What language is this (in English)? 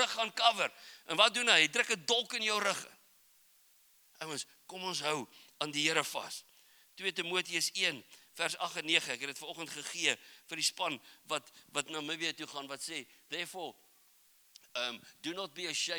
Afrikaans